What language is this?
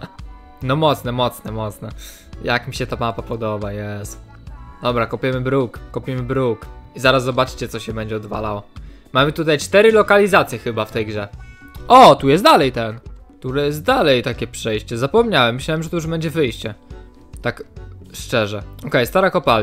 Polish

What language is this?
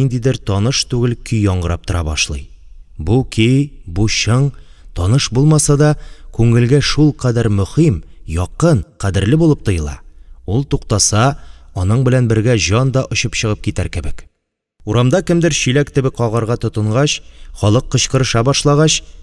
Tatar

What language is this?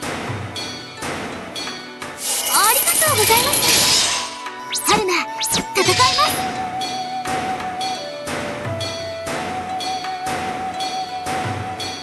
Japanese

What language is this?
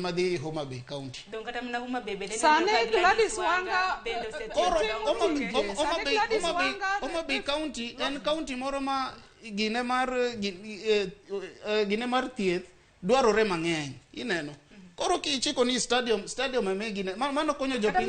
Luo (Kenya and Tanzania)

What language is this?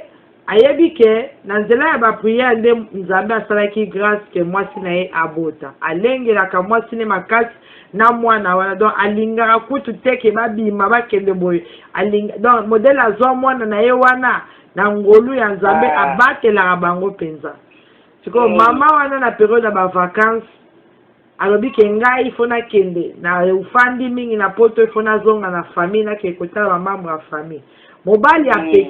Lingala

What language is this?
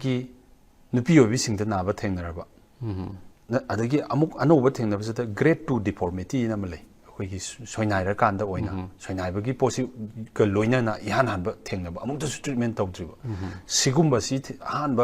Manipuri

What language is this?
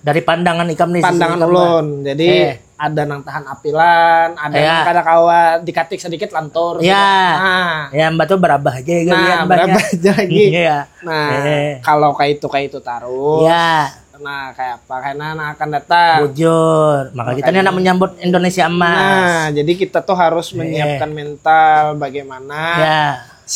Banjar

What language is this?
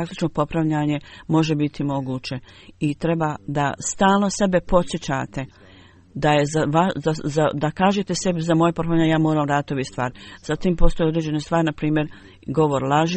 Bosnian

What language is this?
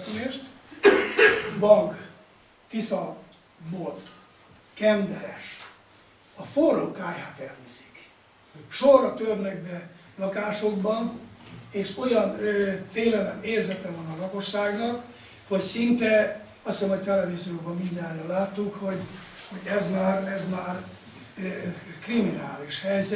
Hungarian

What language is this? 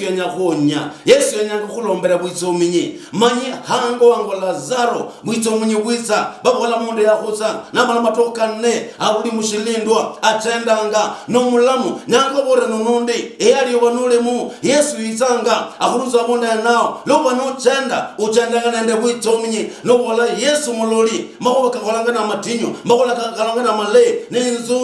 Luyia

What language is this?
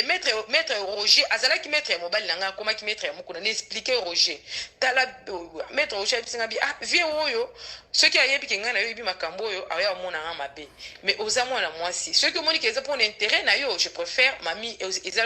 Lingala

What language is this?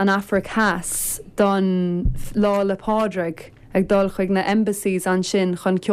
Irish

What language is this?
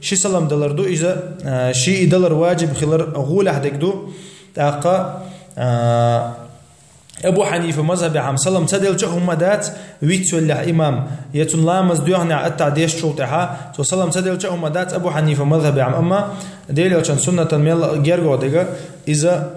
Chechen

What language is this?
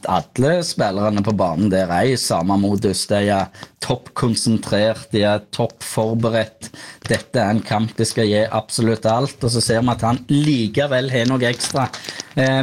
Norwegian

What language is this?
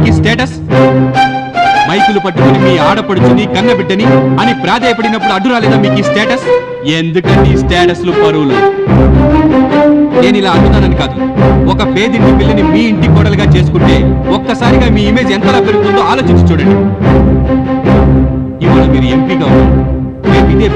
Telugu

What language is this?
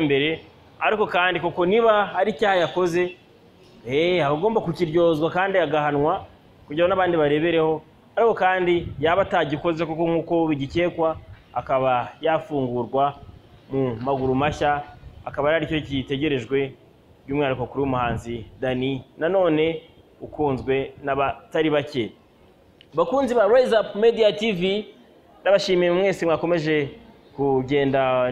Kinyarwanda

